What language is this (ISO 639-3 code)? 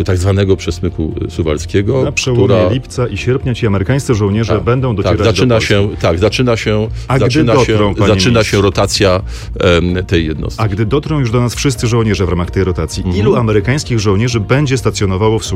pol